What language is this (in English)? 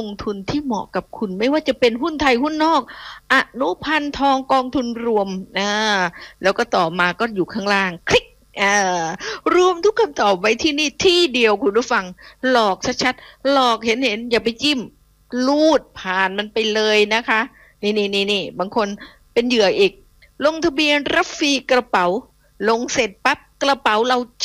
Thai